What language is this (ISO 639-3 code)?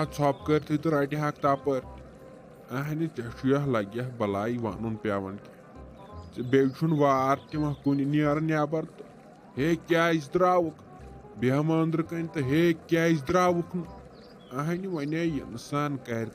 kas